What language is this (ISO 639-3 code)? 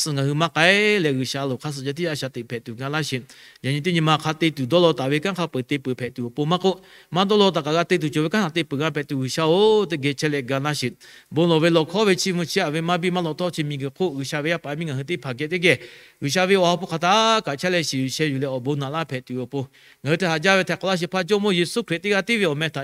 lhu